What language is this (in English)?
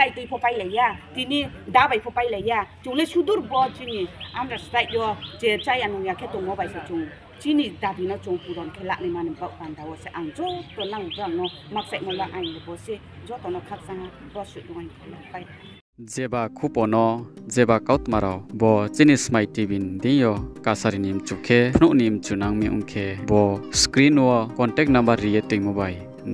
Riang (India)